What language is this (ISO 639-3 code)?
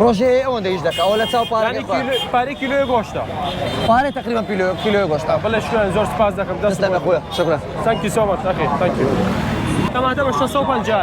ckb